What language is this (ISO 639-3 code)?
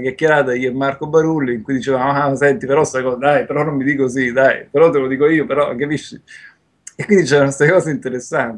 ita